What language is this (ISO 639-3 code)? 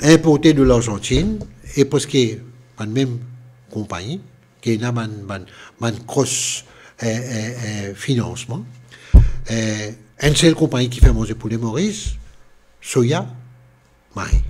mfe